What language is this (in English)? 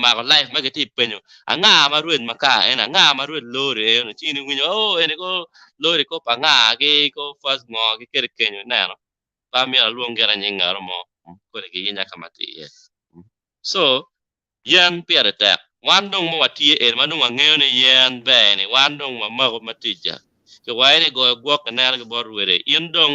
Acoli